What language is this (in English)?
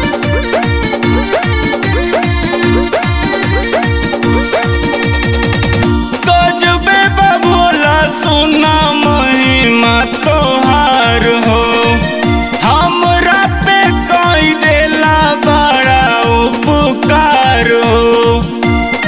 Bhojpuri